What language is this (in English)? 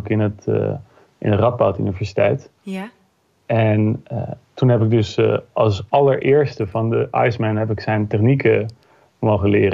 Dutch